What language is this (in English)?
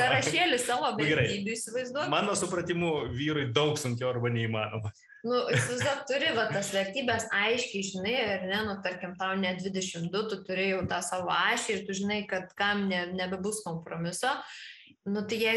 Lithuanian